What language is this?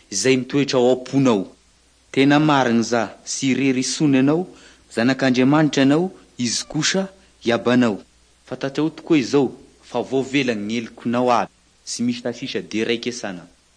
Malagasy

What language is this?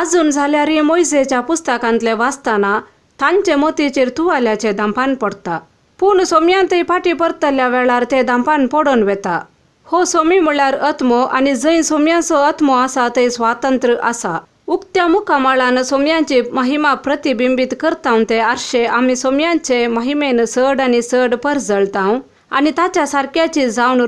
Konkani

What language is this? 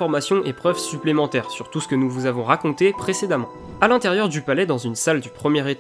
French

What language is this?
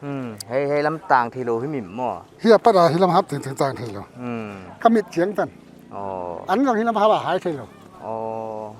Paite Chin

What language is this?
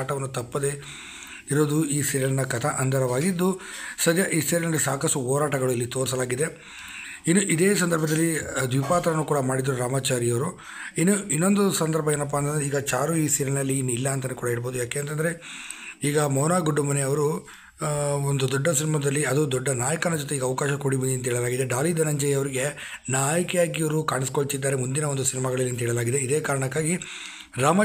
Kannada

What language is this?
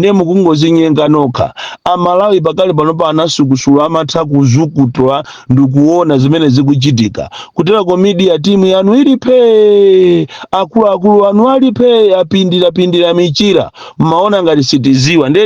Nyanja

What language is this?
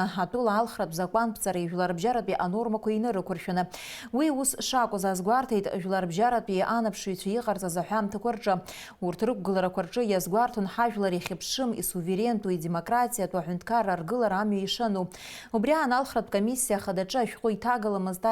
Abkhazian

